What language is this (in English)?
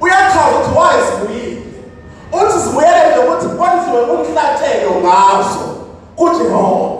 Zulu